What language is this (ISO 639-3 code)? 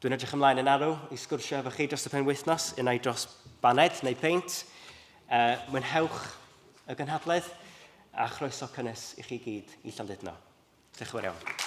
cym